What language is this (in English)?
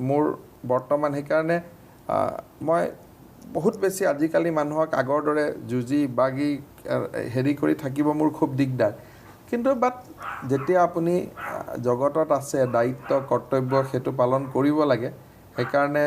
Assamese